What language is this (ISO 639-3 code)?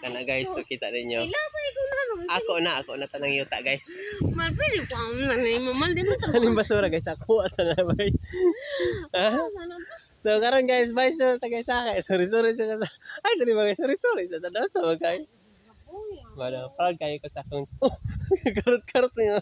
ceb